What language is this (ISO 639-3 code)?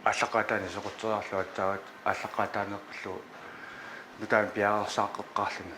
kal